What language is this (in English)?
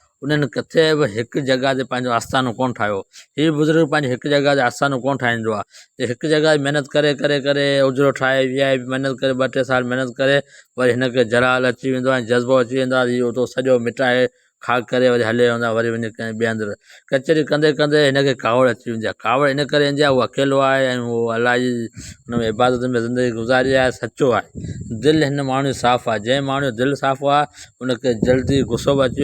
Sindhi